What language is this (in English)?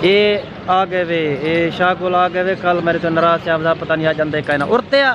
Saraiki